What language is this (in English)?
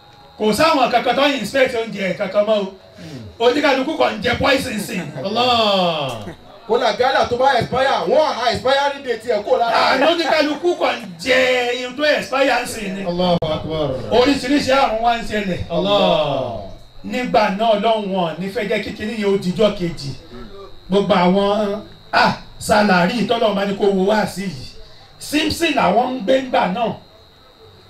Yoruba